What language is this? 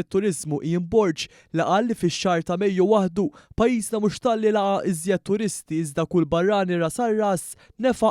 Maltese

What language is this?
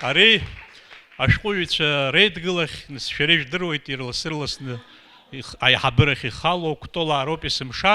Abkhazian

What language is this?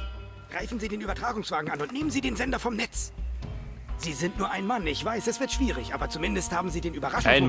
Bavarian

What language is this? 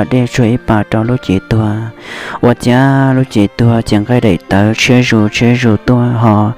Hmong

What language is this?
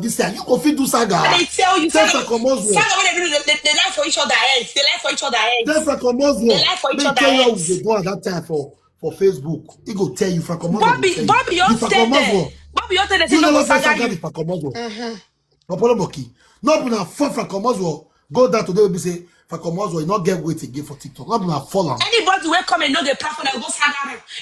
Nigerian Pidgin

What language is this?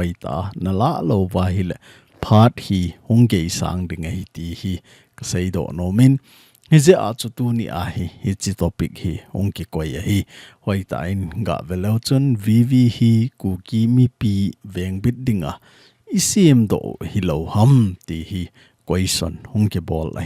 Thado Chin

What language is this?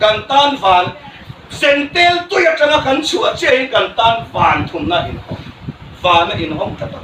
Hmar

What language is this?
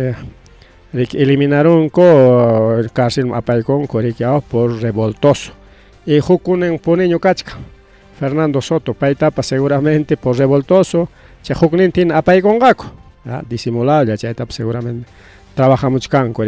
Ayacucho Quechua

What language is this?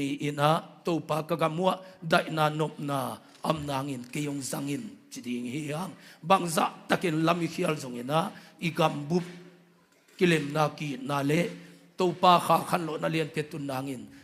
Tedim Chin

